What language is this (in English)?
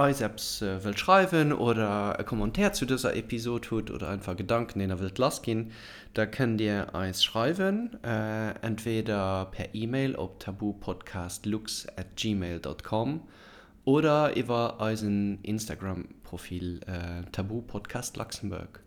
Luxembourgish